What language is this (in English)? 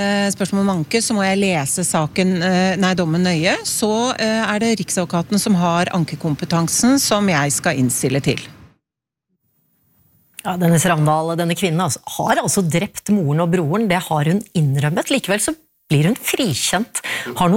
Norwegian